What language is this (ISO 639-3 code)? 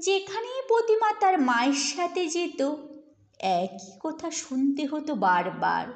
ben